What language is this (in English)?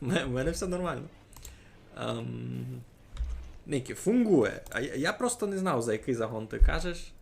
Rusyn